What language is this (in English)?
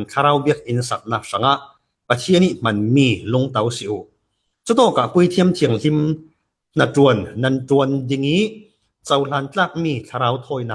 Falam Chin